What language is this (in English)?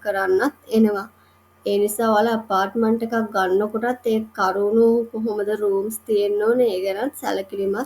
Sinhala